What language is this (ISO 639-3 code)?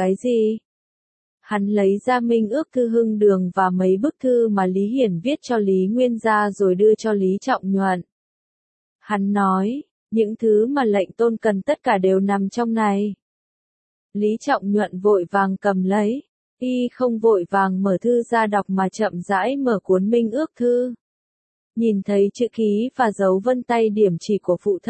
vie